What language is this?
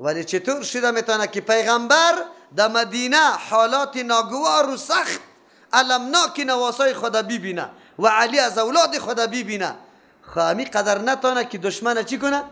Persian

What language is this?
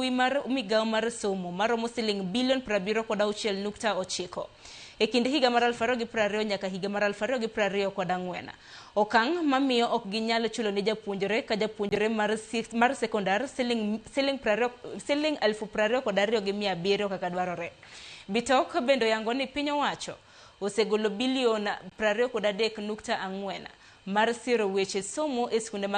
Luo (Kenya and Tanzania)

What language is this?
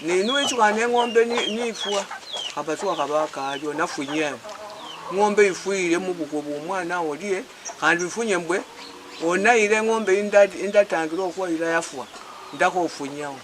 Luyia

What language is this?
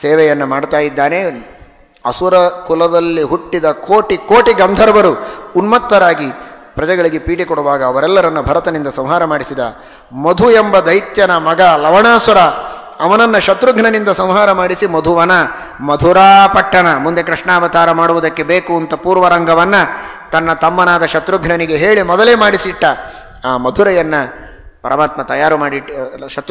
Kannada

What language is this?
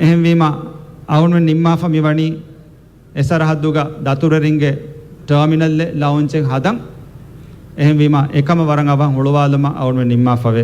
Divehi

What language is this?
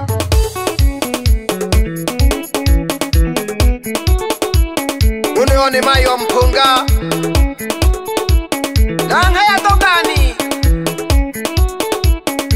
Swahili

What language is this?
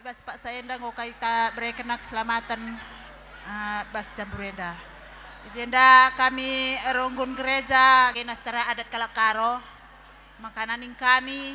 Batak Karo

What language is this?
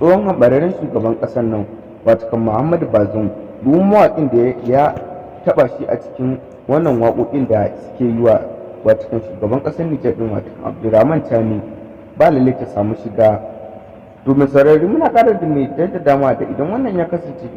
Hausa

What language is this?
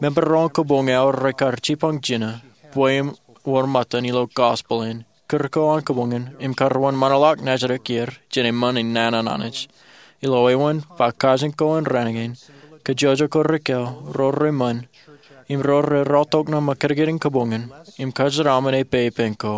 Marshallese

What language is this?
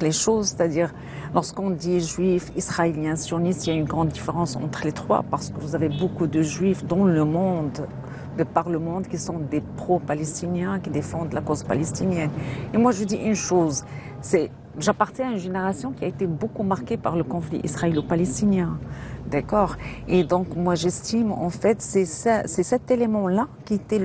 French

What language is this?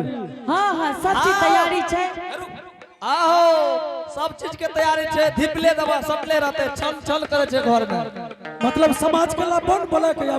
Angika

